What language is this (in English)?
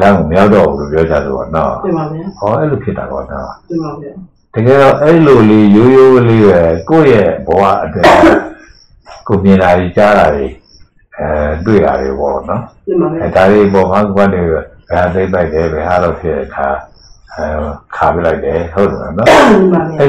Burmese